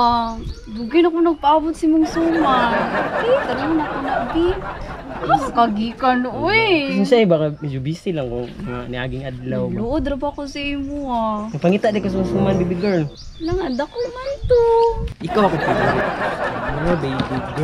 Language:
Cebuano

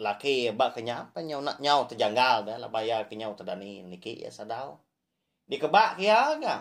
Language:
Iban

